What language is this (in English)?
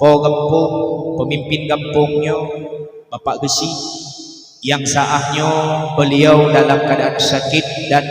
Achinese